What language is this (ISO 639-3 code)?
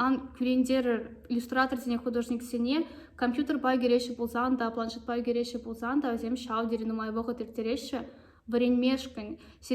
chv